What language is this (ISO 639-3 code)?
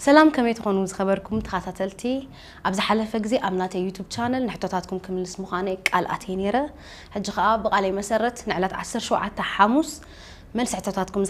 tir